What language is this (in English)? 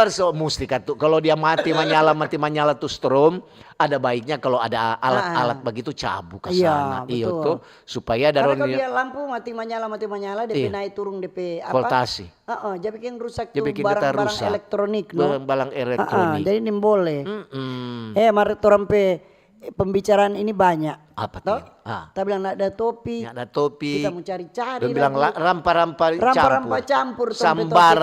Manado Malay